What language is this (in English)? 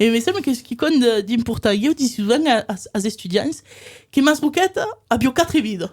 Occitan